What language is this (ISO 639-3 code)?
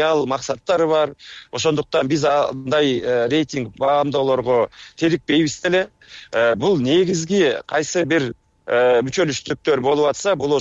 kir